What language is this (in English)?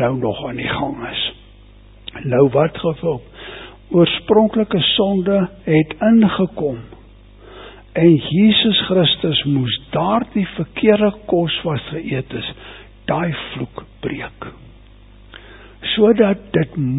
Afrikaans